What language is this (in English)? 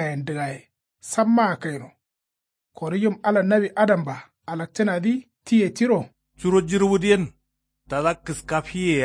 Kanuri